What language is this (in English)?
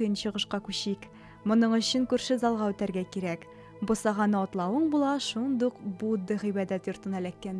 Tatar